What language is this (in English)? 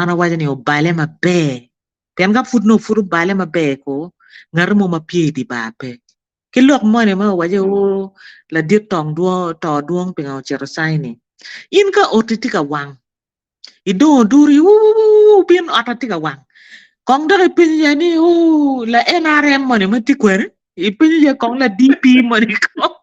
Acoli